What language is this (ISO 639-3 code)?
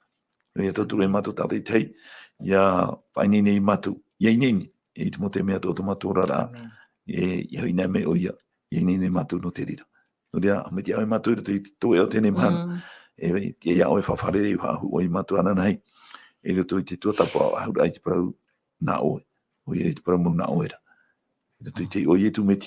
tah